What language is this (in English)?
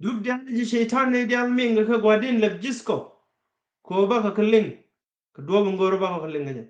Nuer